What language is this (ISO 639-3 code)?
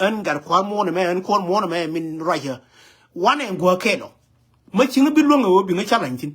nus